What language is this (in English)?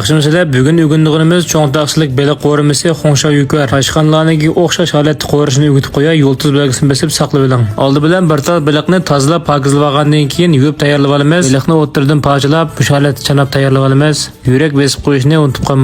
Uyghur